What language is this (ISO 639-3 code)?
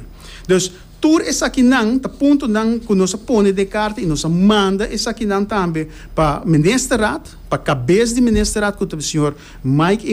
pap